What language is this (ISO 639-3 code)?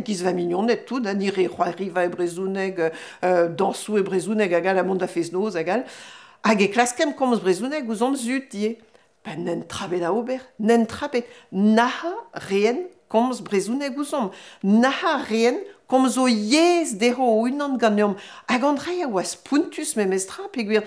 bre